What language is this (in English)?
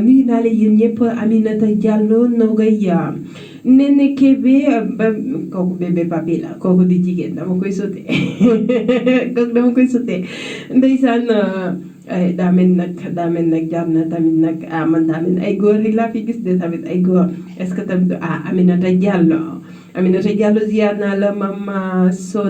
Wolof